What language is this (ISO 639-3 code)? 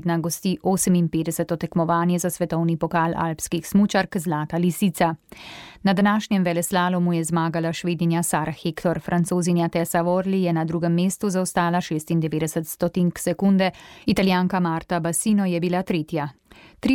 slv